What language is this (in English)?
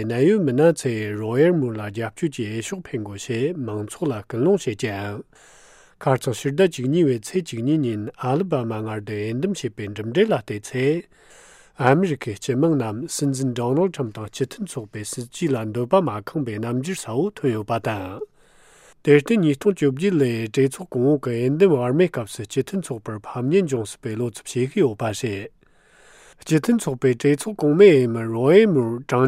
Tibetan